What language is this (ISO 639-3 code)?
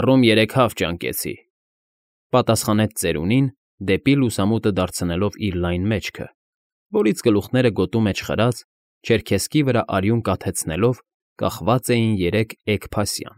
hye